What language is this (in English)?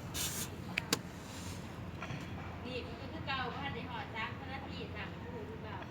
Lao